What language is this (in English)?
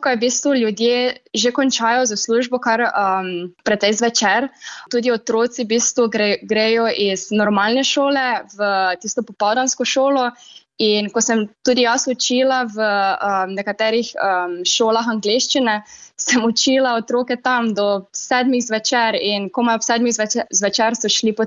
Slovenian